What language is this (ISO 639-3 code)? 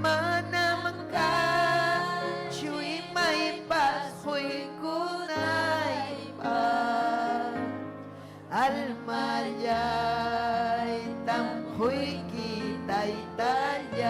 quy